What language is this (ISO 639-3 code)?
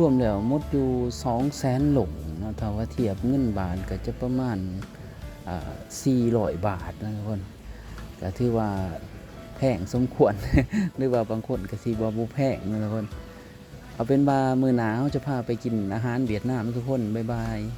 lao